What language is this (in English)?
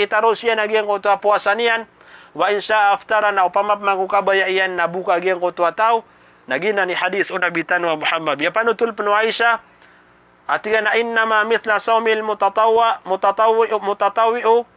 Maranao